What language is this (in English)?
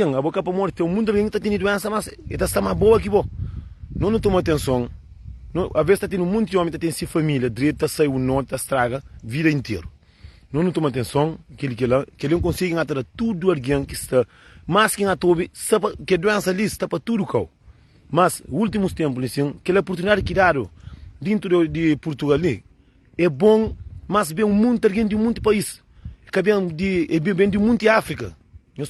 Kabuverdianu